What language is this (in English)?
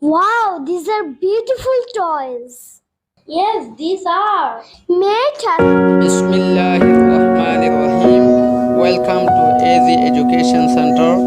Rohingya